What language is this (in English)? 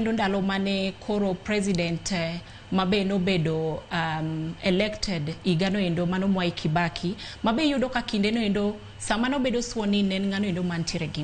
Luo (Kenya and Tanzania)